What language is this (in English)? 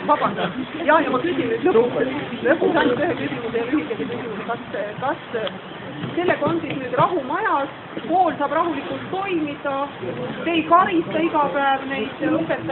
Estonian